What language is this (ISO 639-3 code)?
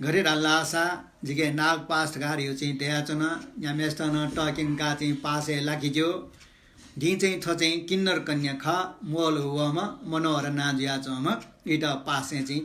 new